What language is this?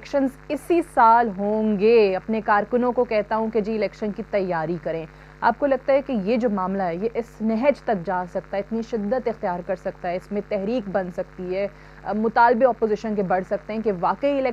Urdu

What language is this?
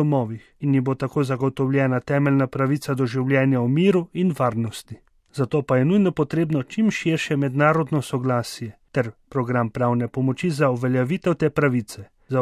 Slovenian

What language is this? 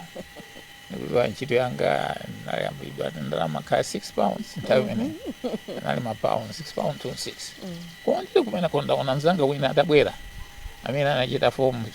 Nyanja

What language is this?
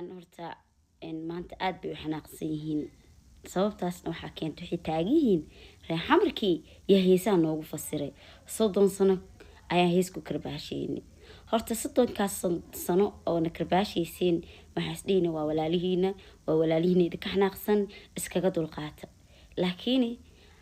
Somali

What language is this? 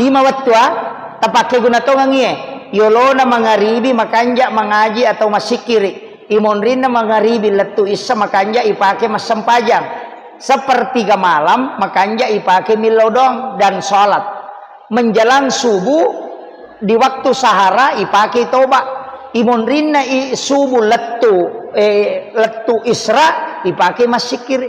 Buginese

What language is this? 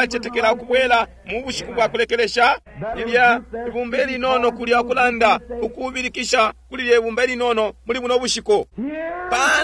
Bemba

